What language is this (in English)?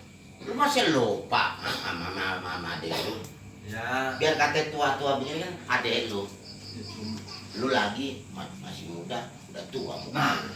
Betawi